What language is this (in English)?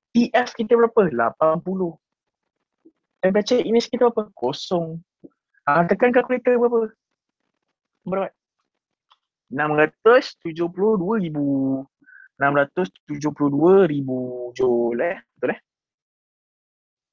Malay